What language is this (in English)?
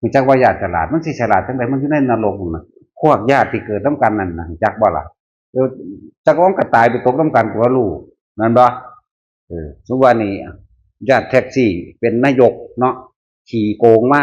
Northeastern Thai